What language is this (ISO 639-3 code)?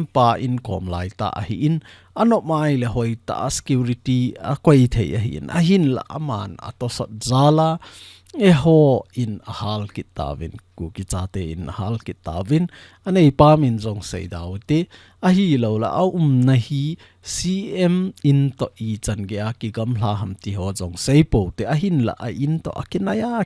tcz